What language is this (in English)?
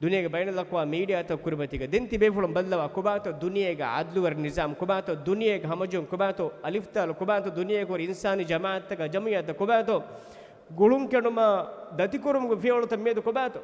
Divehi